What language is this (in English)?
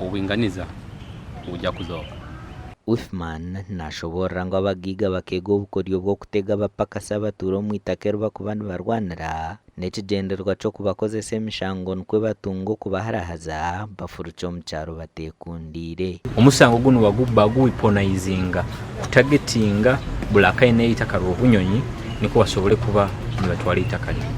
Nyankole